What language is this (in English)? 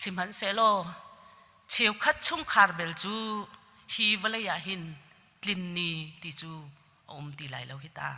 Hakha Chin